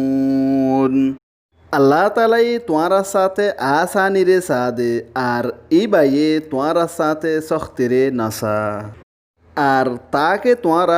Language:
Rohingya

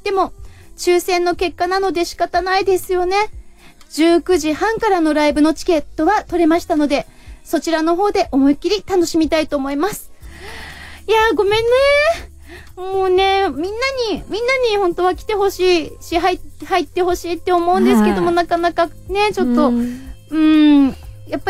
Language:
Japanese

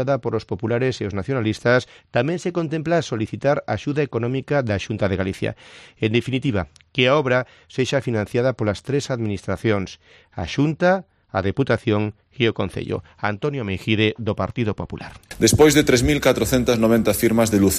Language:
Galician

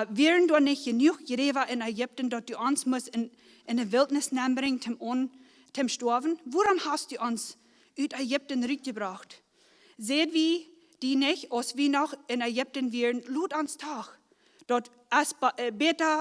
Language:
Plautdietsch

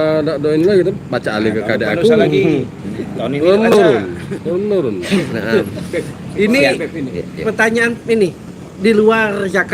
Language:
Musi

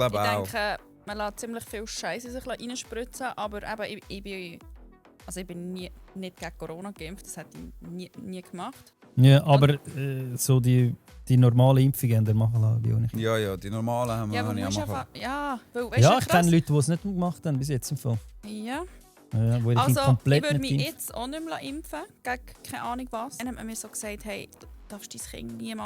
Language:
Swiss German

